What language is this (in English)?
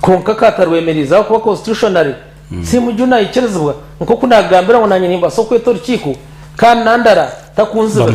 Nyankole